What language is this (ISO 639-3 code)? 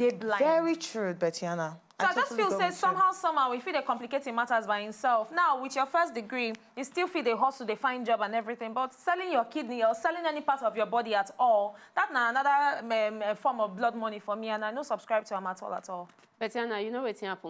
pcm